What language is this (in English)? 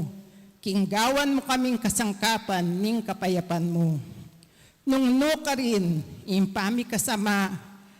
Pampanga